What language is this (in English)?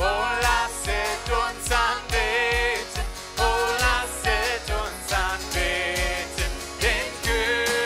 Plautdietsch